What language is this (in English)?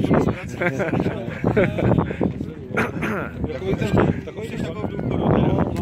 Czech